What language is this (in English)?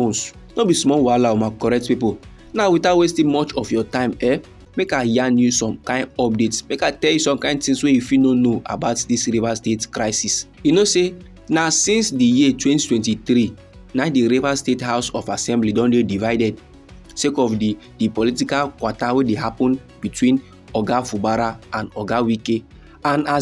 Nigerian Pidgin